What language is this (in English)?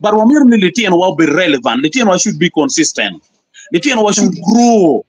Acoli